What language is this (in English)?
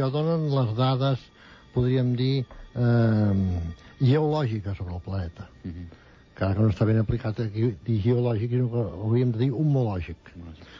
Catalan